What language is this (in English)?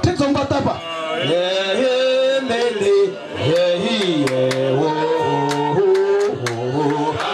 Venda